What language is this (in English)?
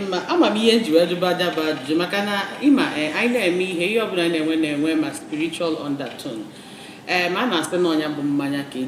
Igbo